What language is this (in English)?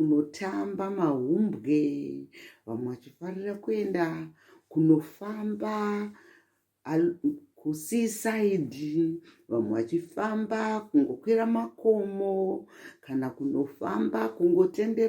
Shona